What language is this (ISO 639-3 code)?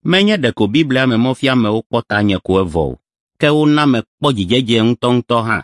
ewe